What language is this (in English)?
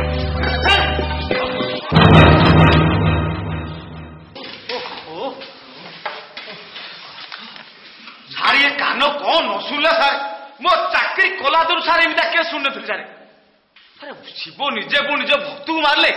Odia